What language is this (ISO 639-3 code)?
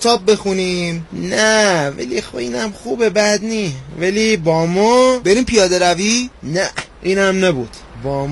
fas